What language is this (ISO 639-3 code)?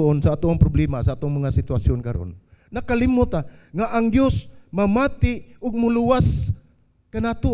ceb